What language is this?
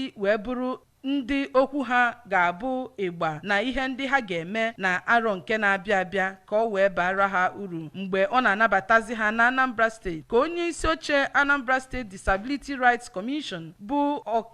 Igbo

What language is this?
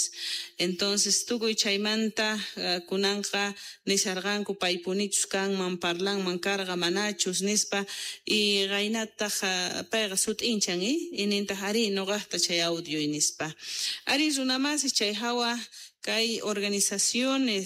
Quechua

